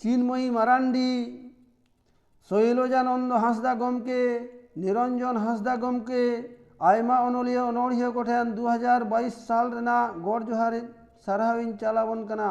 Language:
Santali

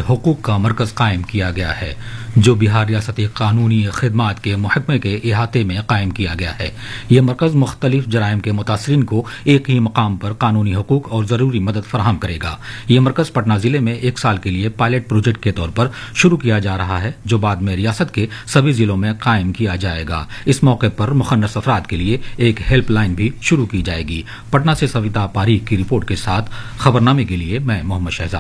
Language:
Urdu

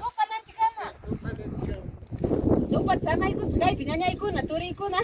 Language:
Ayacucho Quechua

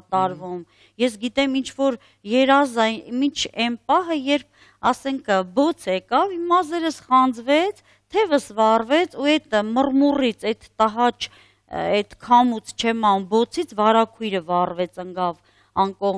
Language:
Armenian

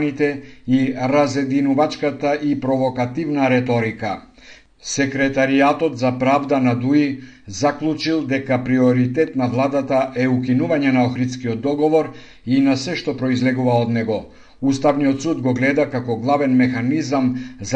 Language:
Macedonian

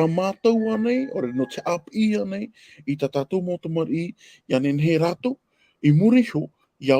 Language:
Tahitian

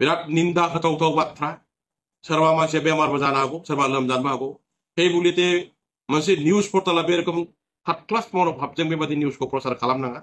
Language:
Bodo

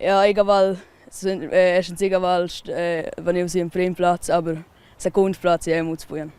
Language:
Romansh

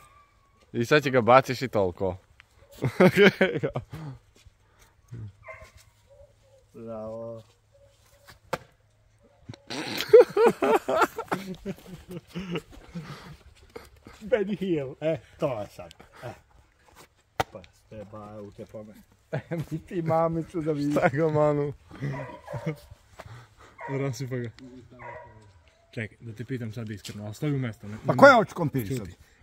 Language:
Serbian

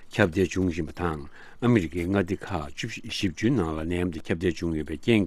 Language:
Tibetan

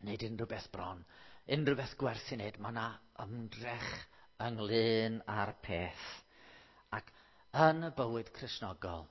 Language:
Welsh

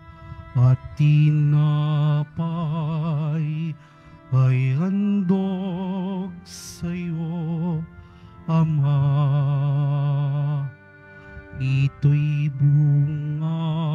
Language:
Filipino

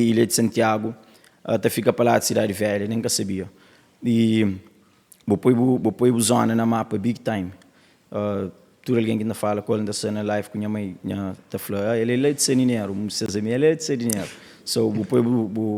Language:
Kabuverdianu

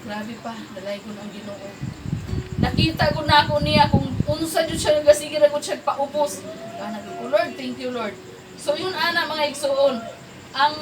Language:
Cebuano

